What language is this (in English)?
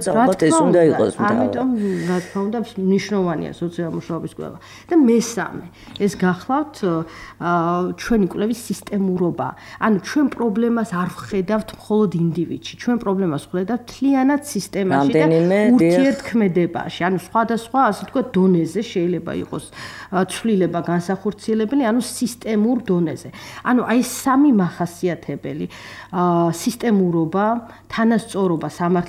Georgian